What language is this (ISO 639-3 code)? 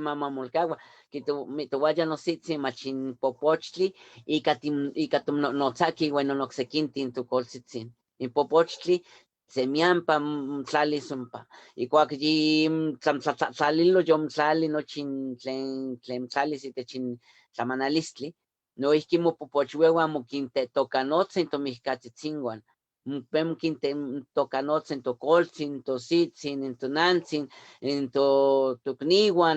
nhe